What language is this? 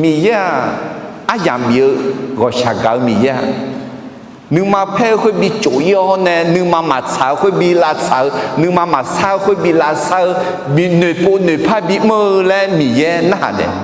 Akha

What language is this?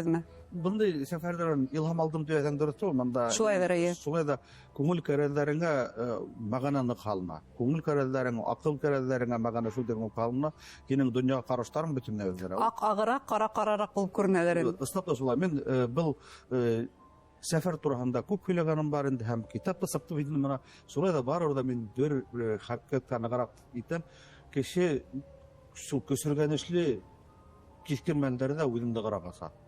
Bashkir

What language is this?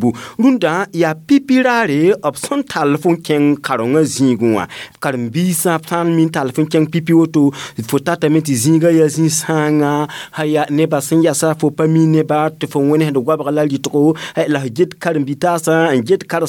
Mossi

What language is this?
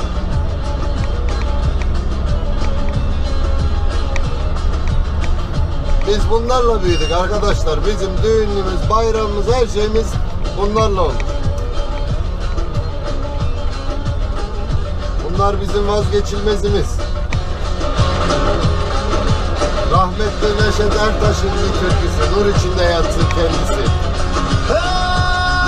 Turkish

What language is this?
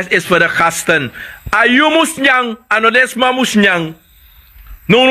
Sranan Tongo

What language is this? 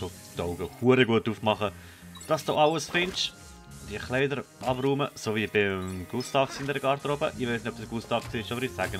Swiss German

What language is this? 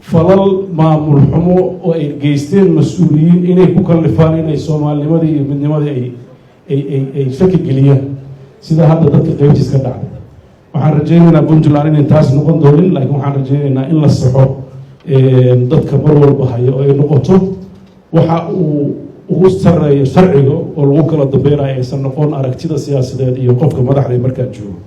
Somali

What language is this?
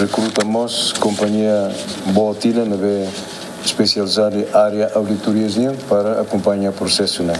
Tetum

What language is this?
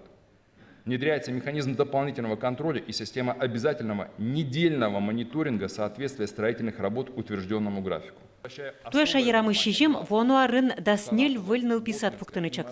Udmurt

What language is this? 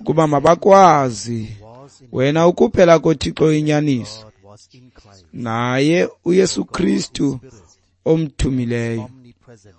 Xhosa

